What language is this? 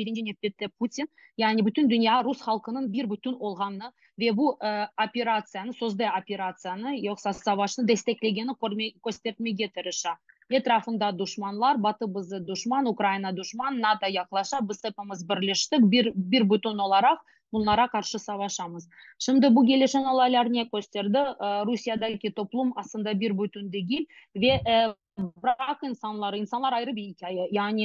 Crimean Tatar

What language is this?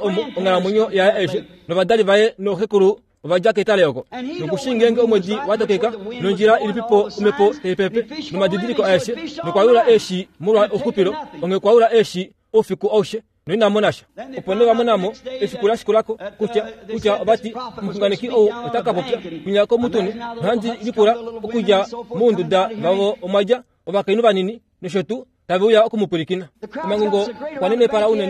Kuanyama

